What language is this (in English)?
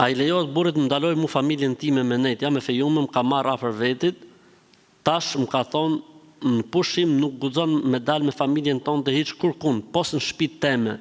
Albanian